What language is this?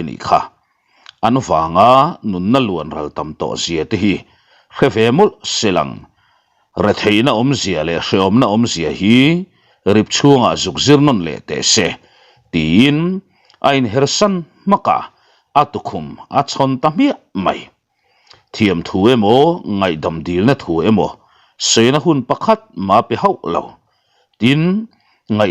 Mizo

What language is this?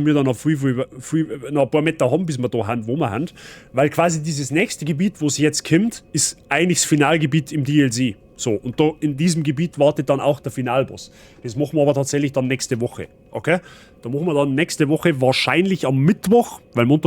Bavarian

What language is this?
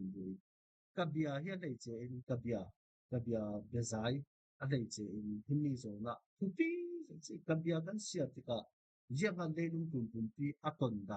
Falam Chin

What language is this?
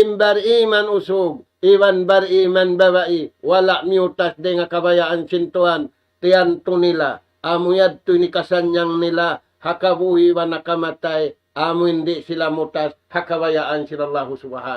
Tausug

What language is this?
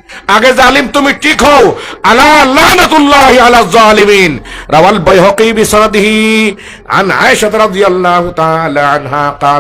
Sylheti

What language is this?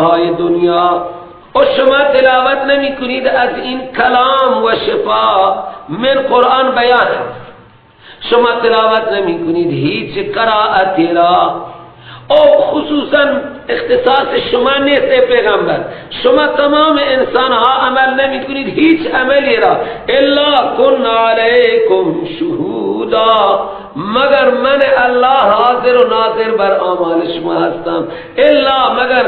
Persian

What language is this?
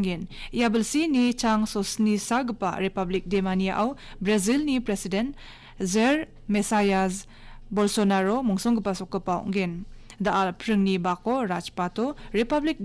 Garo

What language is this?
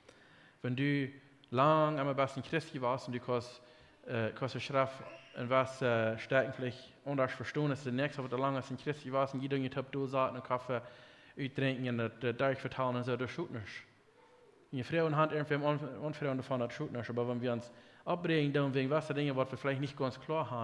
Plautdietsch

